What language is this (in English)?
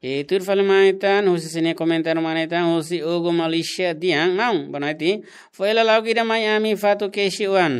Tetum